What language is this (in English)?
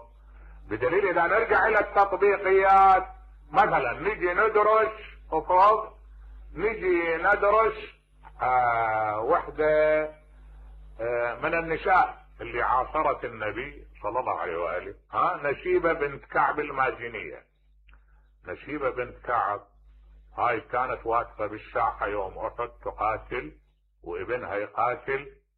Mesopotamian Arabic